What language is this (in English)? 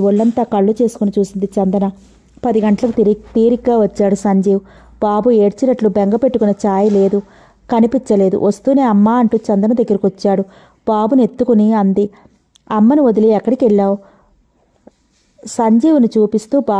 Telugu